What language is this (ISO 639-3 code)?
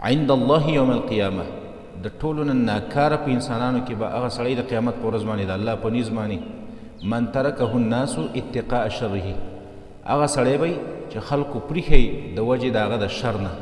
pus